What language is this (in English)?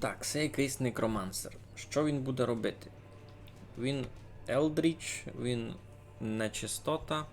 Rusyn